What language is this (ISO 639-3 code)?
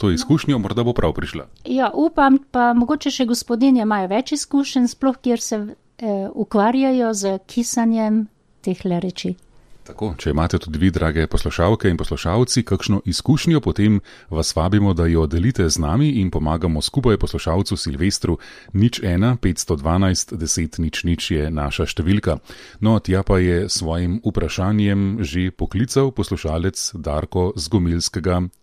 slv